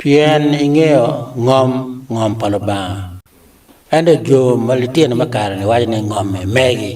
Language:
Acoli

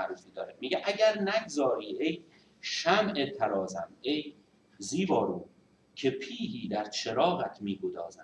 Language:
Persian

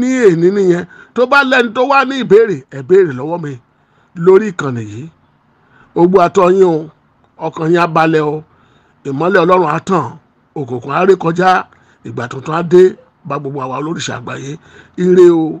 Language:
Yoruba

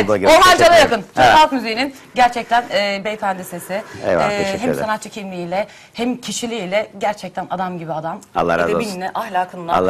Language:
Turkish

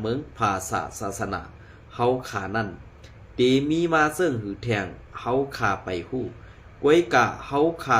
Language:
Shan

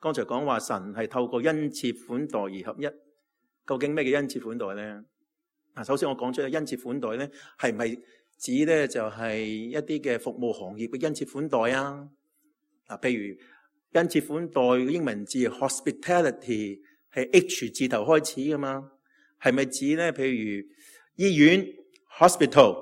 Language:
Cantonese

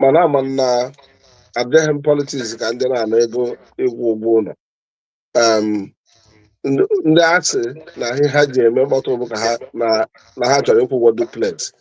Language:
Igbo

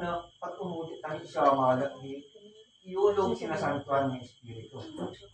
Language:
Iloko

